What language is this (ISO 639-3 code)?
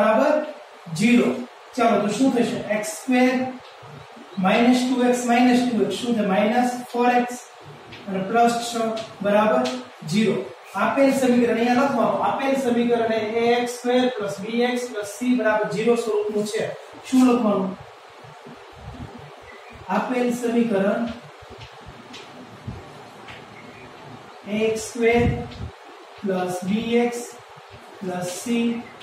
guj